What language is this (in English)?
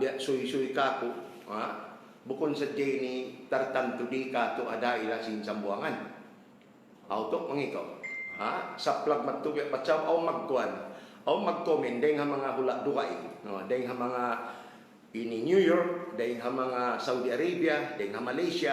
Tausug